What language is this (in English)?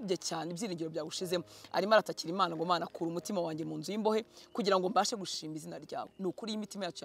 Kinyarwanda